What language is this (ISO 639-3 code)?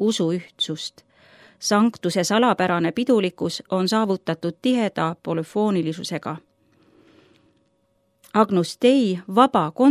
est